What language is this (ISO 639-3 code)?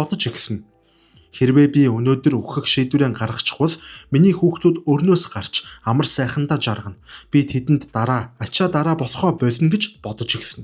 mon